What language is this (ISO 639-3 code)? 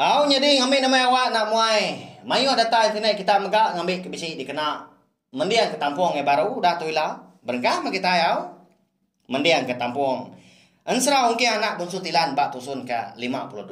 iba